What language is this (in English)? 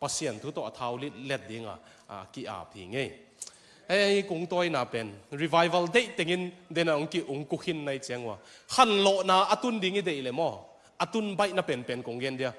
Tedim Chin